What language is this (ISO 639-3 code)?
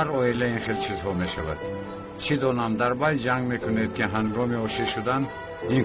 tgk